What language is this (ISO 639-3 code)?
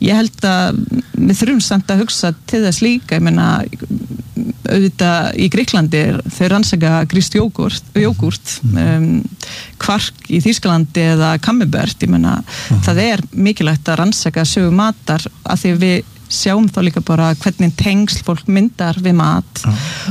isl